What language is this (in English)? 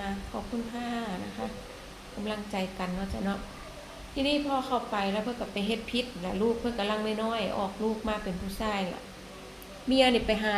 Northeastern Thai